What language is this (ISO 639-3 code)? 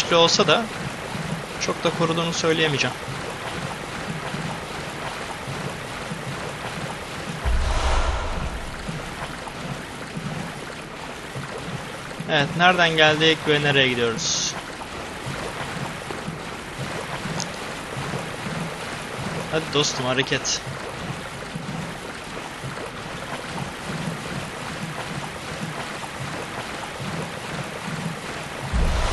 tur